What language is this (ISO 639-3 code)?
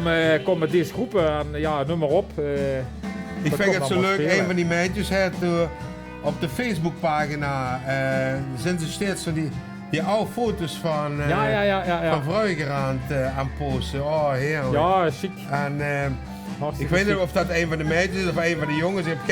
lim